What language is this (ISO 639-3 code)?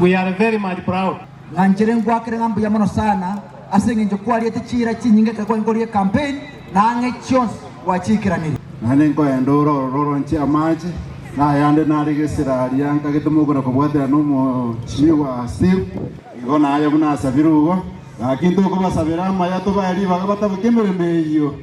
guz